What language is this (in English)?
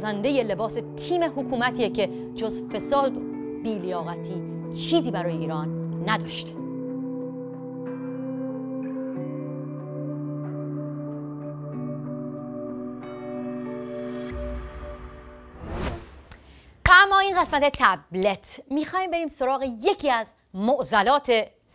Persian